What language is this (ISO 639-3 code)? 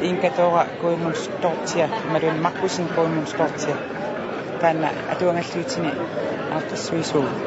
kal